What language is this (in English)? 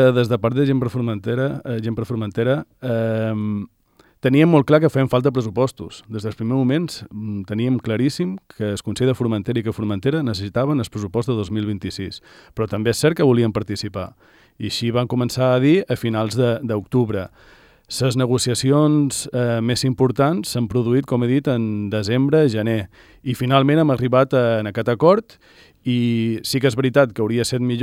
Catalan